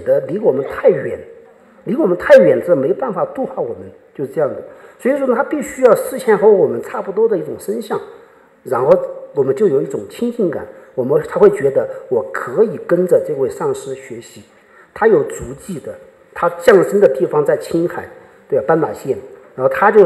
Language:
Chinese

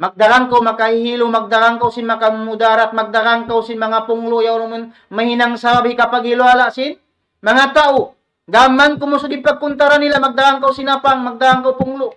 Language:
Tausug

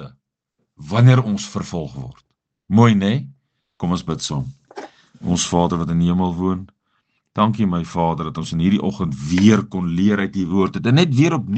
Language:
Afrikaans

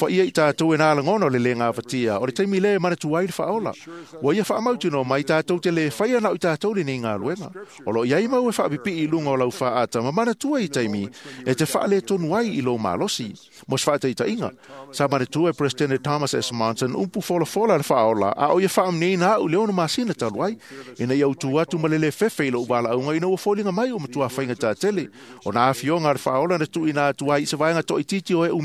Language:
Samoan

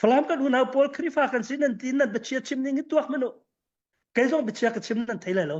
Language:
Falam Chin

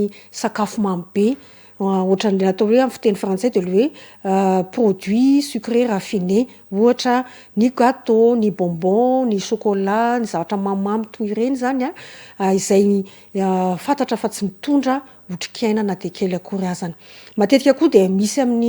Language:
Malagasy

